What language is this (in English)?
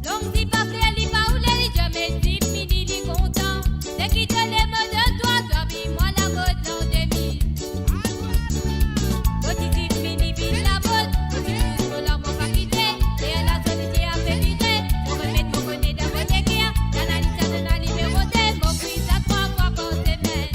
Morisyen